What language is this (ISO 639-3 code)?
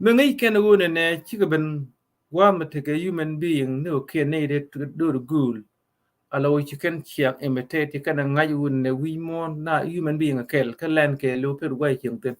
nus